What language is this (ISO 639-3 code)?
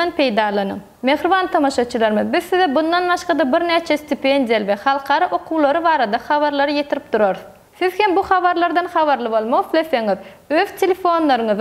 tuk